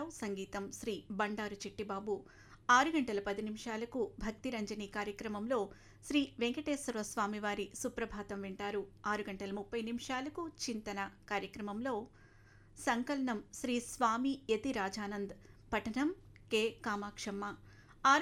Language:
Telugu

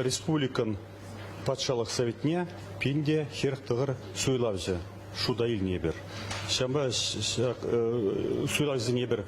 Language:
Chuvash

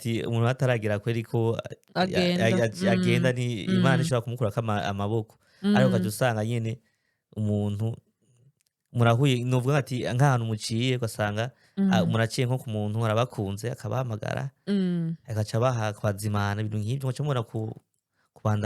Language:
Rundi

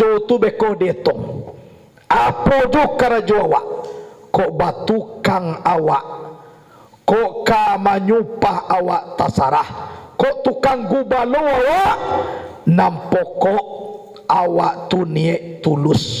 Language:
Minangkabau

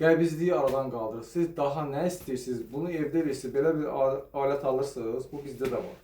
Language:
Azerbaijani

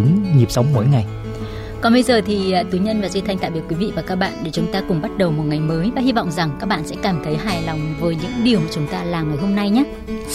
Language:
Vietnamese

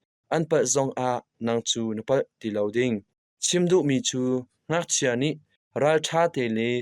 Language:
Hakha Chin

